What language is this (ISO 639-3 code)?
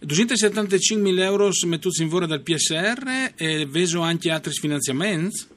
fur